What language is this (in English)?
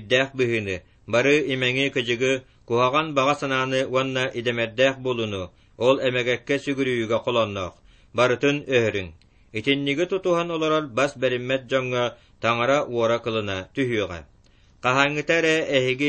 Yakut